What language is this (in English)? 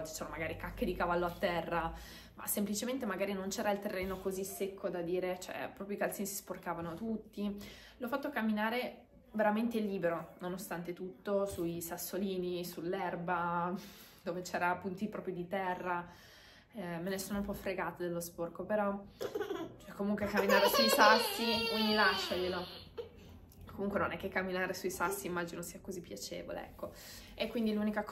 Italian